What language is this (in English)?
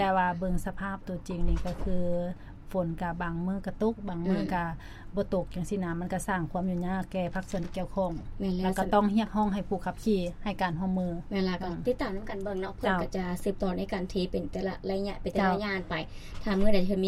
Lao